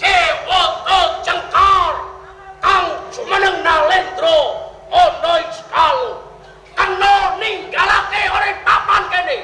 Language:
Javanese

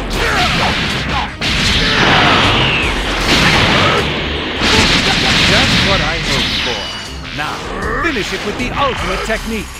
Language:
English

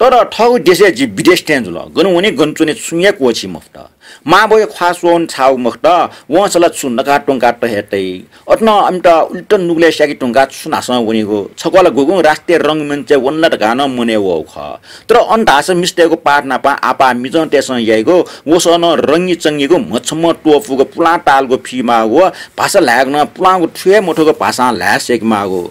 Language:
Newari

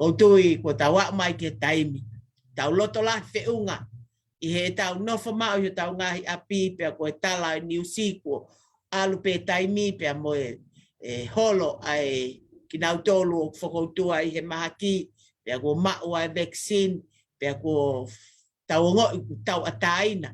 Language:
Tongan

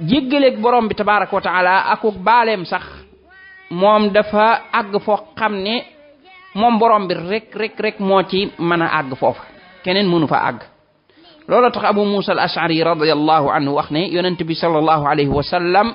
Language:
Wolof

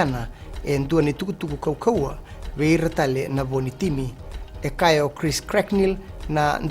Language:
Fijian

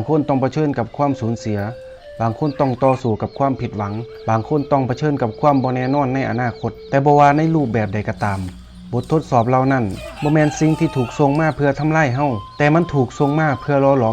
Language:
Lao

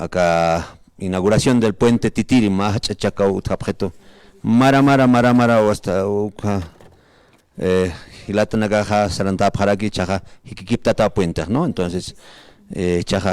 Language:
Aymara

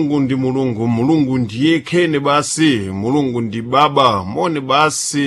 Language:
Sena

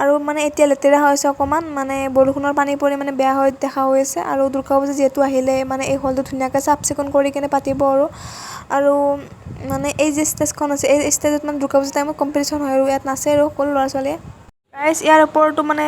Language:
Assamese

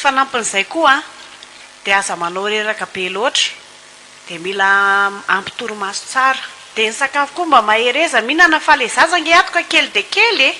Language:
Malagasy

